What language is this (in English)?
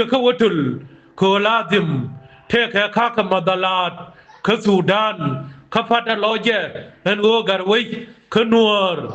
Nuer